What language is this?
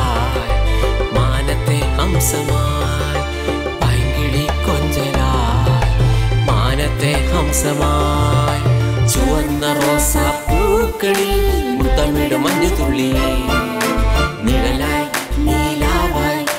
Malayalam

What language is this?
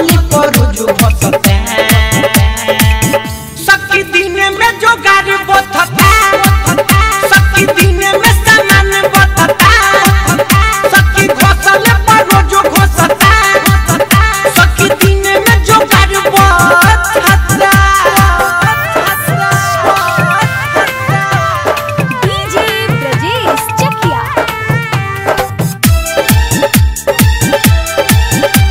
Bhojpuri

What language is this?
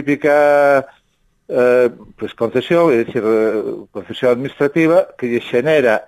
Galician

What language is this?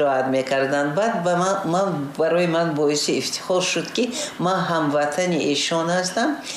Tajik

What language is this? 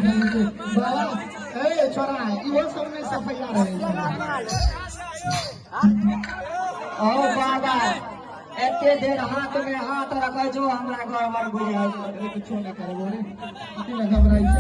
Maithili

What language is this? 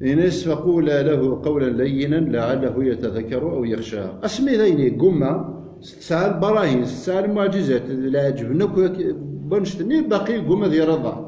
Kabyle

